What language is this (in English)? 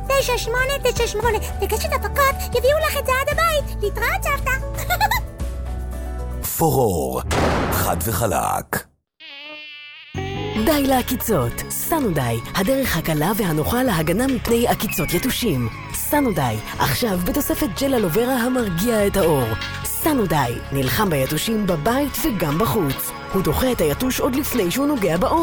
Hebrew